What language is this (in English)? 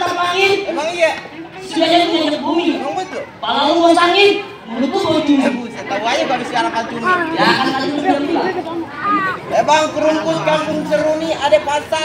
Betawi